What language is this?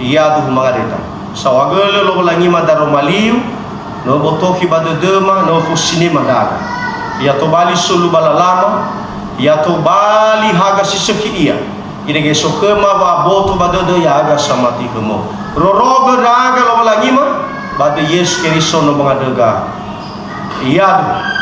Nias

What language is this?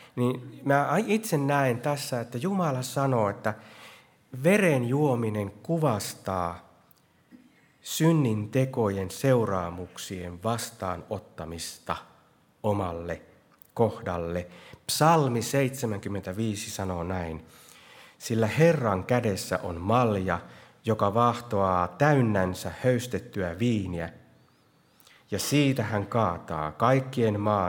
Finnish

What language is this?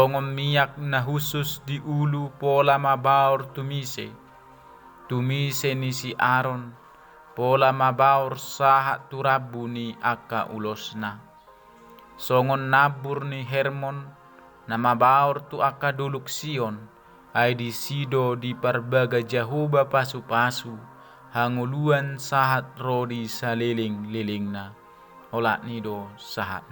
Batak Toba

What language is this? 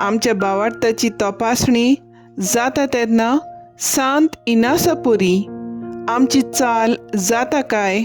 Konkani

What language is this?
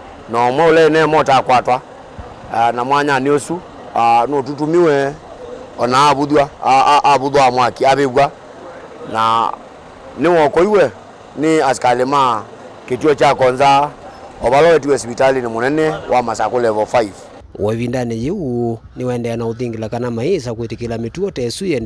Kamba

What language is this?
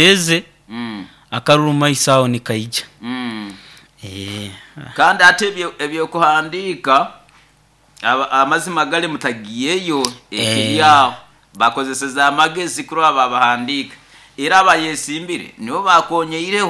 Nyoro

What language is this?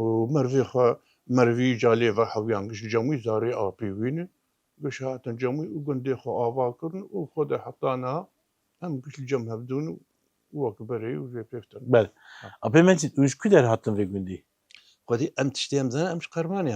Kurdish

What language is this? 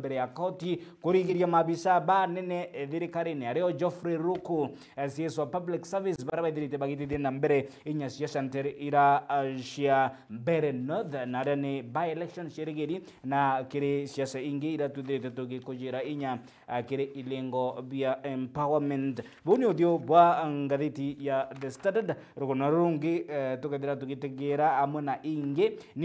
Meru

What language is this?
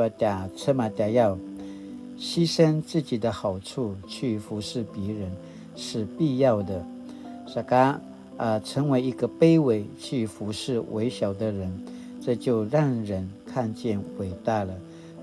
Paiwan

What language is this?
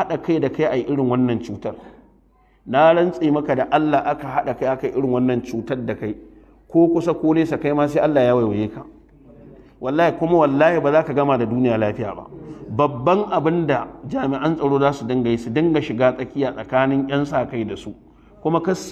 Hausa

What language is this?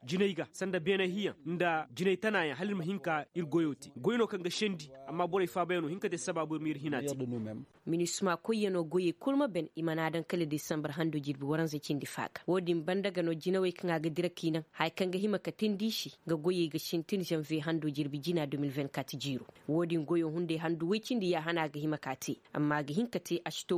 Koyraboro Senni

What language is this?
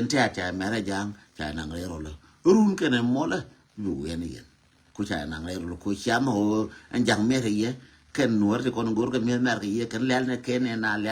Nuer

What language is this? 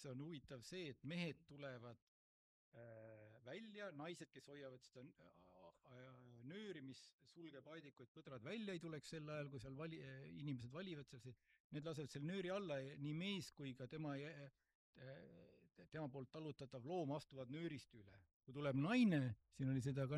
Estonian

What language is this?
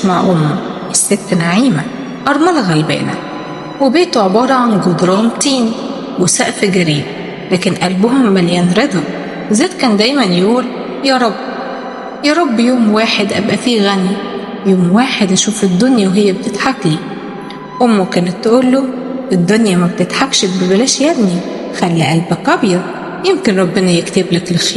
Egyptian Arabic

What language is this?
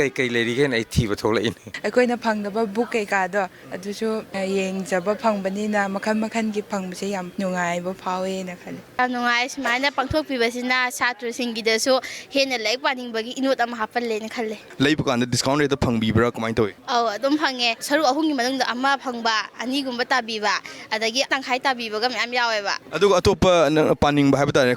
Manipuri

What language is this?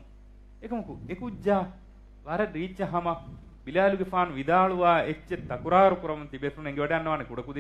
Divehi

